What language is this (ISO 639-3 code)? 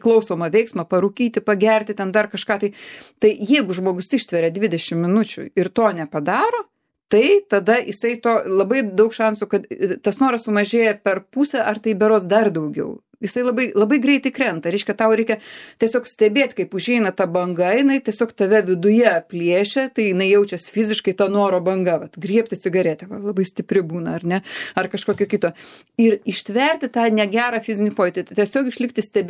lit